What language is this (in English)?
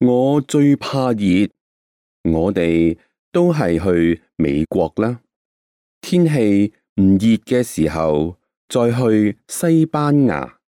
Cantonese